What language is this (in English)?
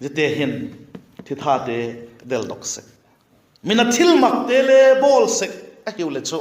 Vaiphei